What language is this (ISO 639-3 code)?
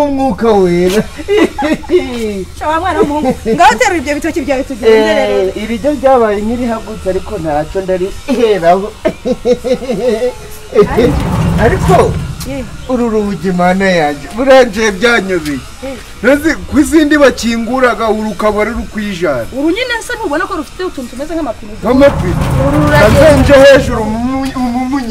kin